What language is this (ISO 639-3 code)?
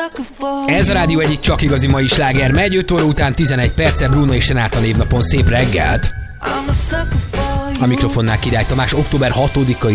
hun